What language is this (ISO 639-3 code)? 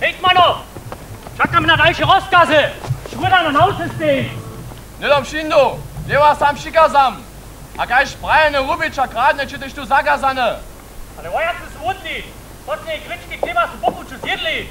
hsb